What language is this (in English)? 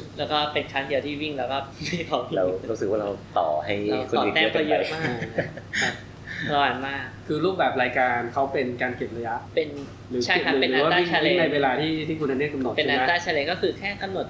Thai